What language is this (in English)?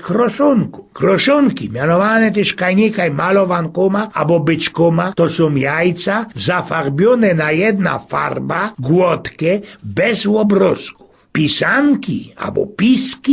Silesian